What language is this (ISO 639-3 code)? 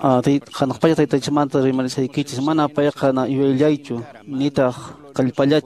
que